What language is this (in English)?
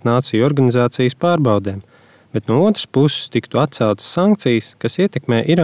Latvian